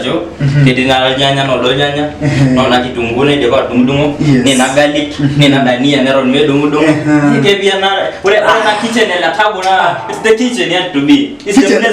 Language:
Masai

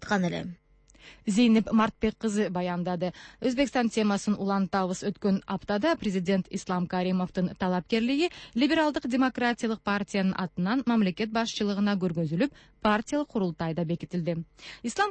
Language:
Kyrgyz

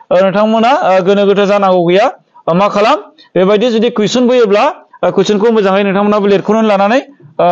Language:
Bodo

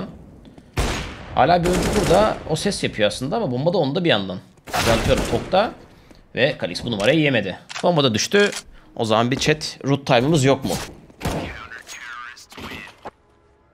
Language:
Turkish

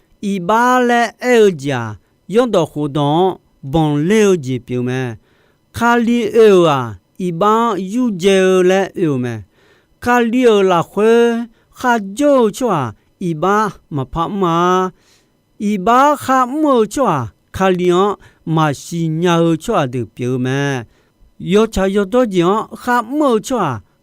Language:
Akha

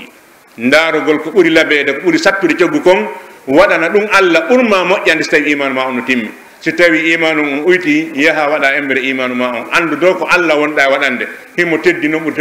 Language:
Pular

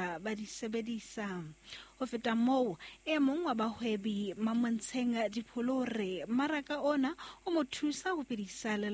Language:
Southern Sotho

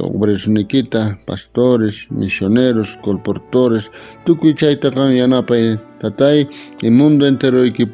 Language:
South Bolivian Quechua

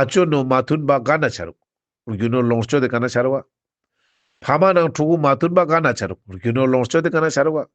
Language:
Ladakhi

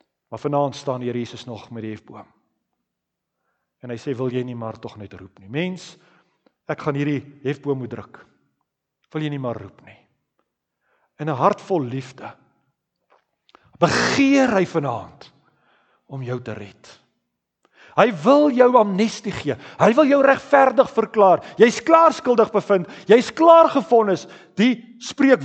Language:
Afrikaans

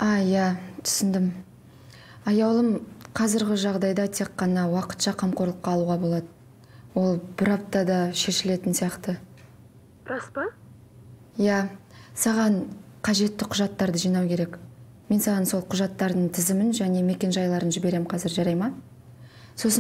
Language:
Kazakh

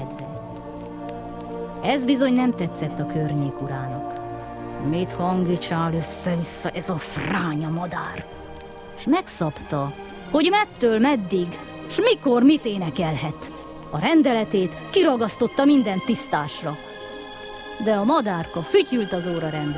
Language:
Hungarian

